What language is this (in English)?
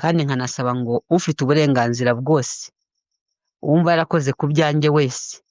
Kinyarwanda